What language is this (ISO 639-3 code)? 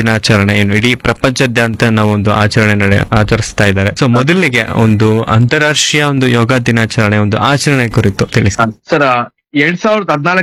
kan